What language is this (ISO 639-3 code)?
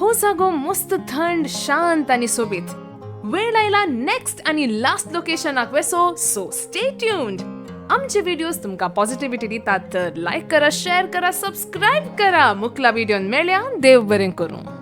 kok